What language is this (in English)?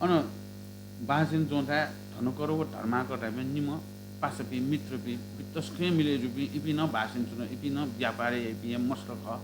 Newari